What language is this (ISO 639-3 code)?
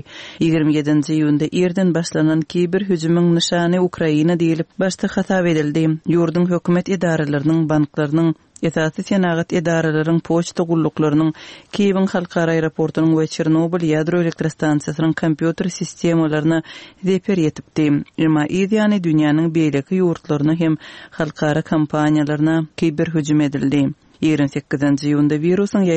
tuk